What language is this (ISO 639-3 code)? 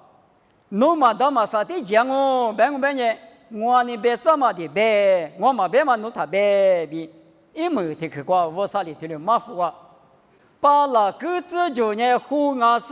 lis